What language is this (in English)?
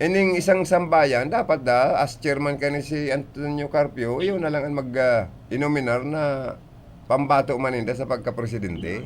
Bikol